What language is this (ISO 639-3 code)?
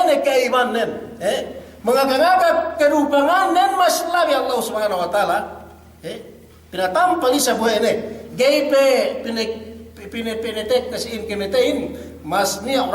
yka